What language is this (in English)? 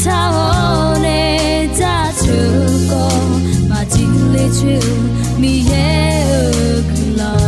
Akha